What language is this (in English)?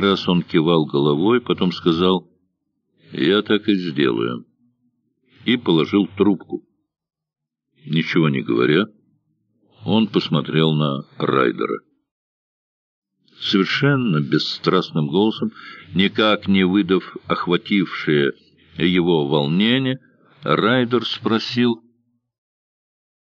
Russian